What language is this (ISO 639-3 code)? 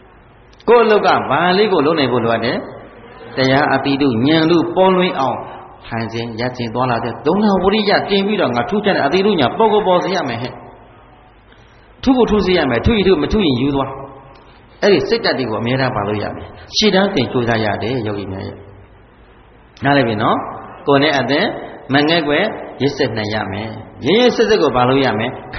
mya